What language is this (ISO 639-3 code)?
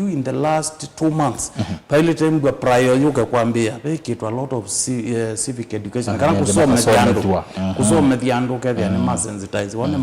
kam